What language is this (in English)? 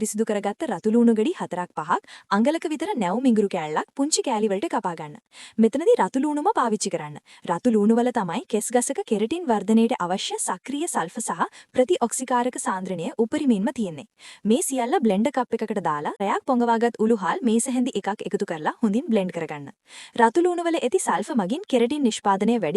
Sinhala